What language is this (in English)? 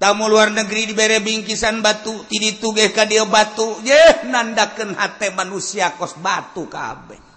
Sundanese